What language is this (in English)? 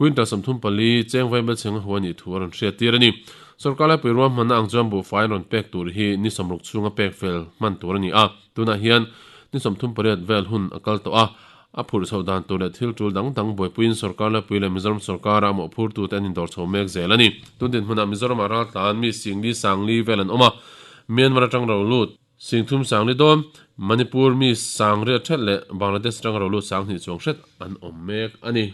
Mizo